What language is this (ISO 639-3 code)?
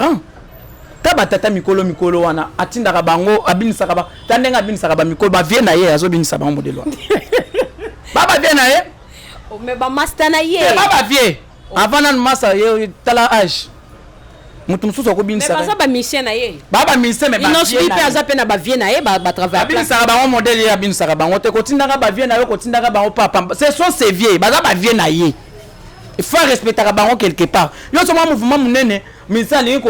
lin